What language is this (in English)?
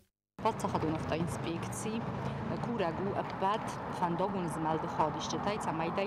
Ossetic